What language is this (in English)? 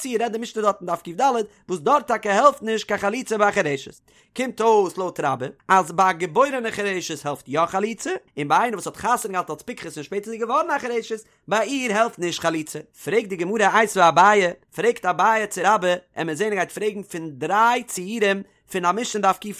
Yiddish